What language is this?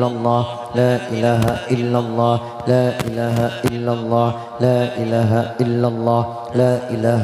Madurese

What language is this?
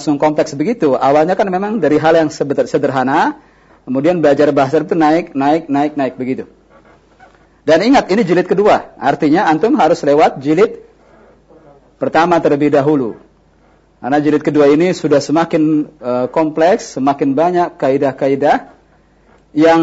Indonesian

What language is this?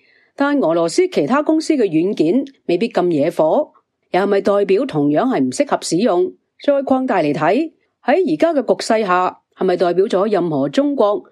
Cantonese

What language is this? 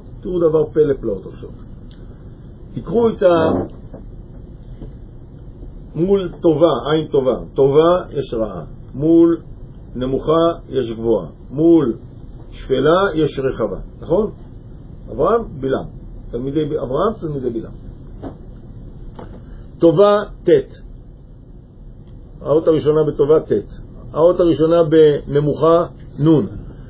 Hebrew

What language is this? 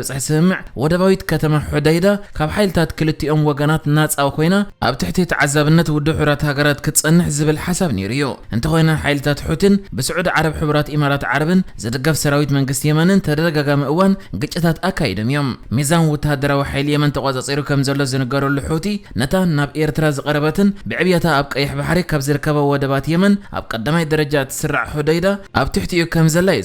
Tigrinya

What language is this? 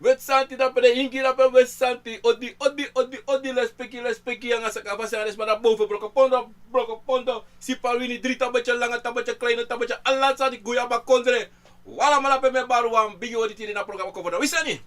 Sranan Tongo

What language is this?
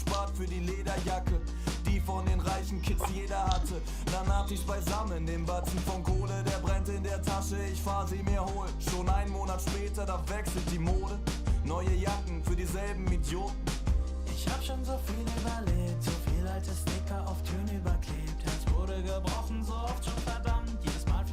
Swiss German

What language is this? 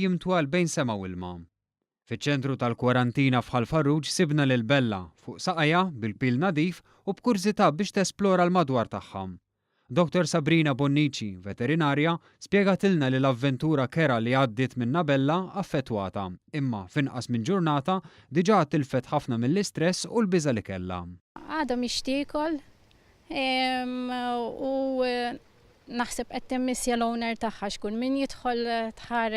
Maltese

